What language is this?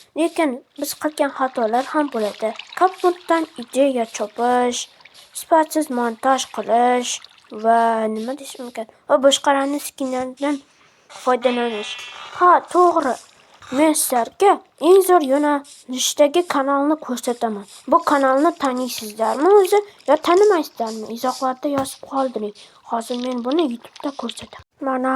Uzbek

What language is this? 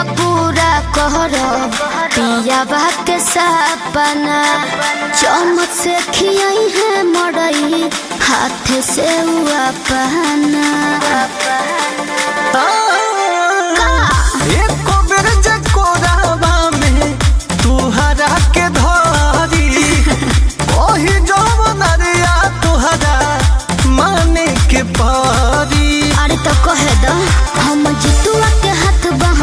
Bhojpuri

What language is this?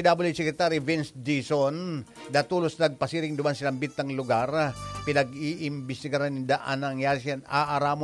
Bikol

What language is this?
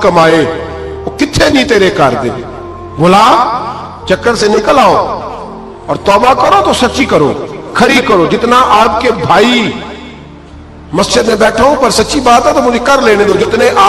Urdu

